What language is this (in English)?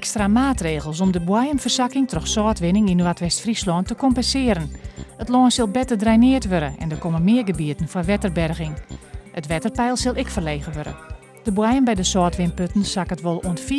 Western Frisian